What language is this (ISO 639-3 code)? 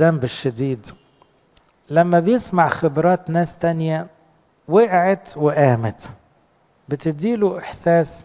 arz